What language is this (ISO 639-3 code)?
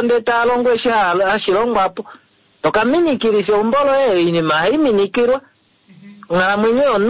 kua